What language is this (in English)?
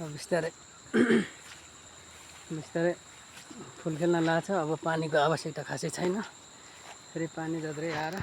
Nepali